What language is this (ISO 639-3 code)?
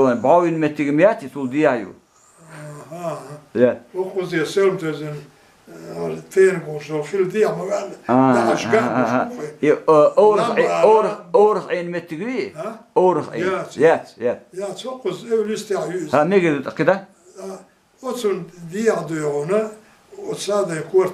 che